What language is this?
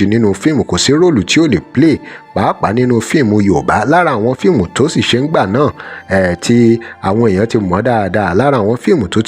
Yoruba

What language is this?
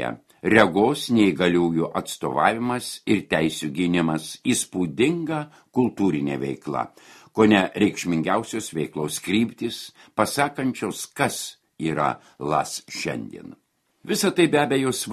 Lithuanian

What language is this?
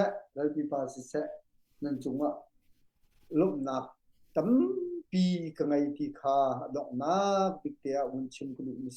Hakha Chin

